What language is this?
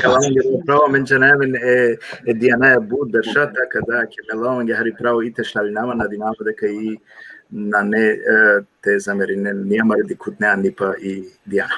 Balkan Romani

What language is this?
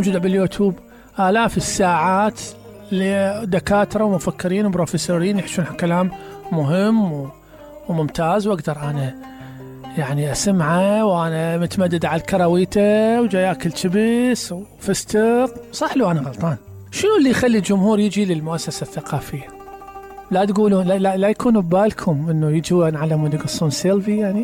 Mesopotamian Arabic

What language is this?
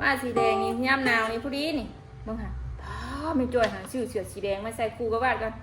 Northeastern Thai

